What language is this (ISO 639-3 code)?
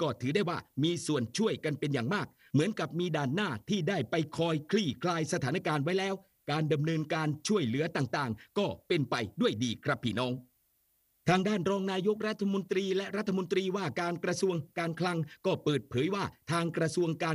tha